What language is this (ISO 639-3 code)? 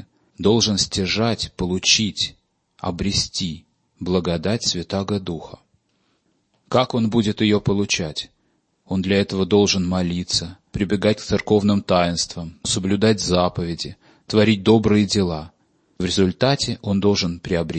rus